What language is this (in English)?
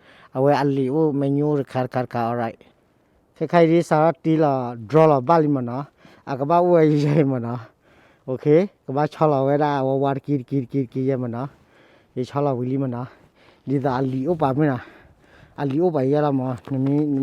S'gaw Karen